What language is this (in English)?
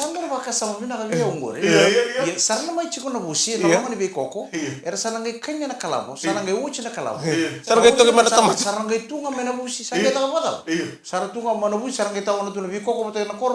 Fijian